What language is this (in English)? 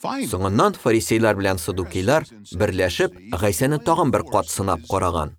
Tatar